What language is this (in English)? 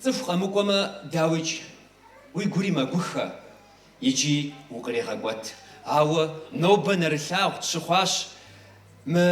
Kabardian